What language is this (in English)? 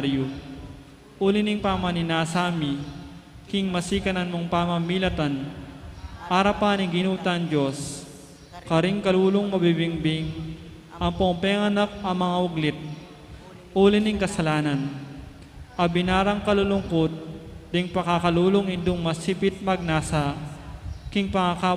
Pampanga